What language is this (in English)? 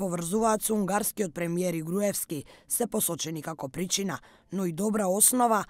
Macedonian